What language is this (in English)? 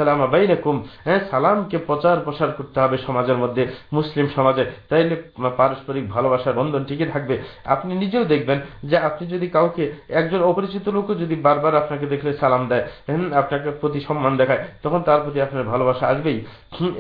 Bangla